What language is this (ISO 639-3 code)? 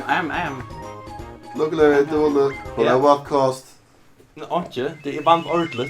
fao